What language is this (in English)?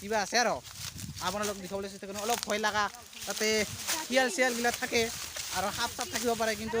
Assamese